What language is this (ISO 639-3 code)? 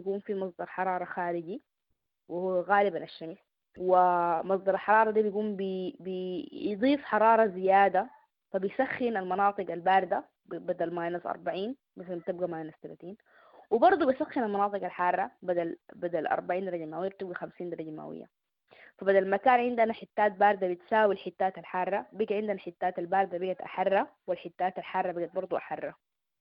apd